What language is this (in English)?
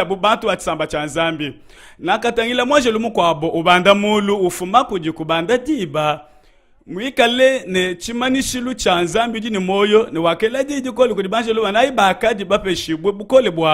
Luba-Lulua